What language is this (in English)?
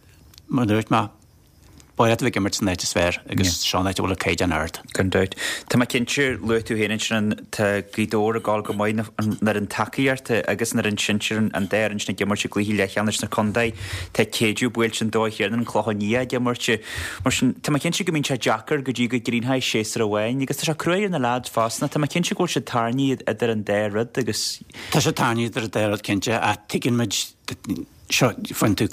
Irish